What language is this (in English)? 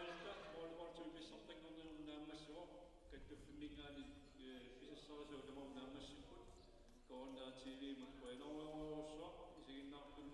Kalaallisut